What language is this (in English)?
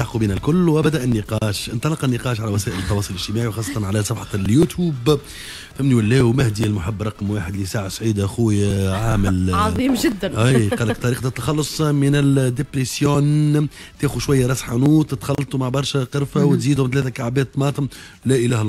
Tunisian Arabic